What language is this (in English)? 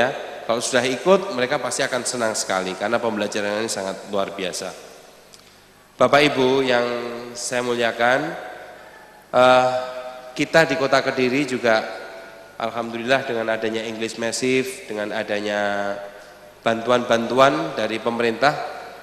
Indonesian